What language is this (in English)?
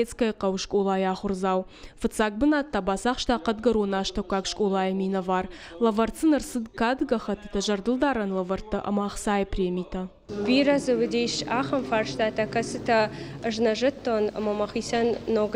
Ossetic